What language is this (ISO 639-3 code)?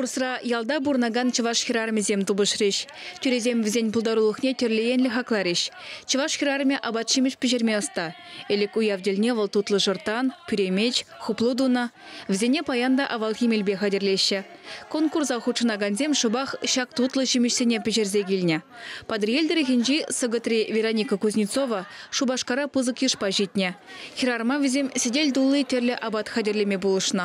chv